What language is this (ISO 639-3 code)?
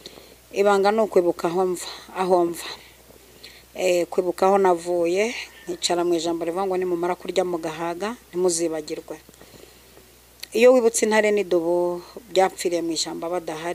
kin